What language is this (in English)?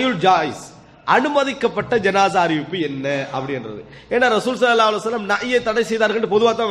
Tamil